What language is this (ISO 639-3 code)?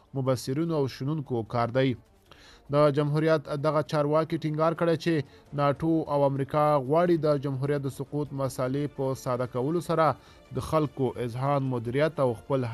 pus